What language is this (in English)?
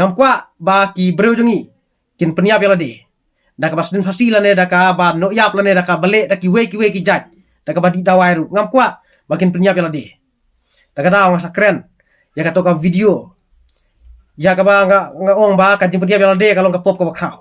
Khasi